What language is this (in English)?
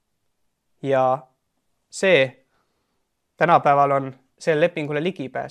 Estonian